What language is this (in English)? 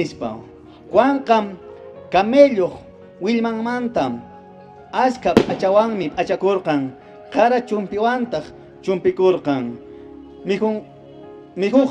Quechua